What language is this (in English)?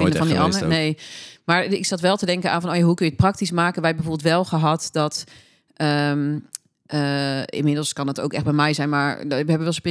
Dutch